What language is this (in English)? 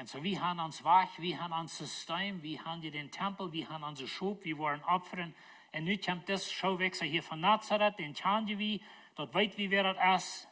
Plautdietsch